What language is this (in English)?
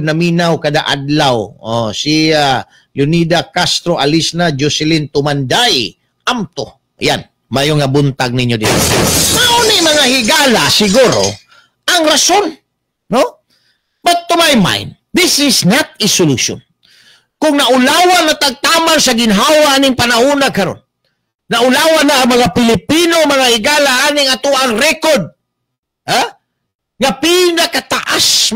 Cebuano